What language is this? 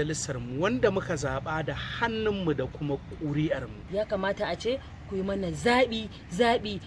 Hausa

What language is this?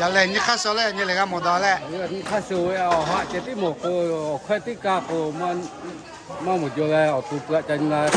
Lahu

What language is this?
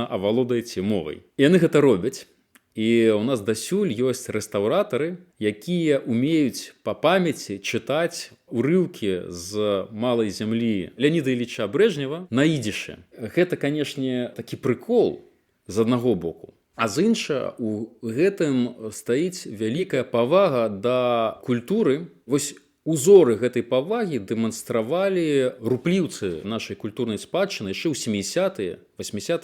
Belarusian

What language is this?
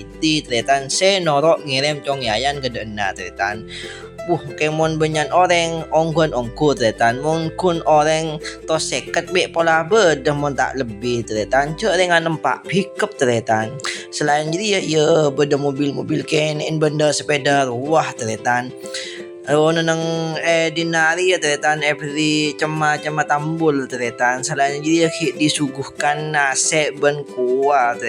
Madurese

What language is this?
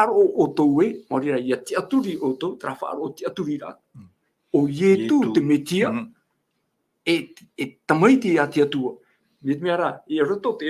Tahitian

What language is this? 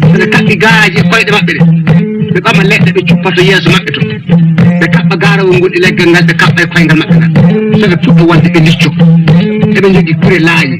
Fula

